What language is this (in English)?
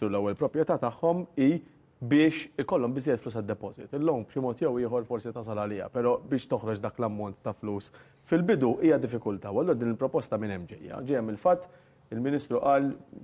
Maltese